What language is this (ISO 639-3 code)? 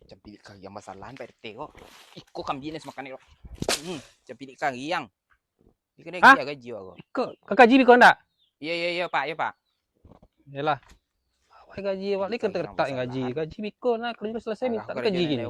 min